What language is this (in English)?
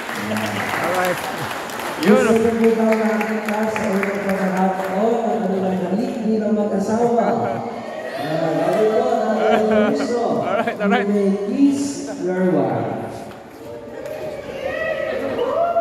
Filipino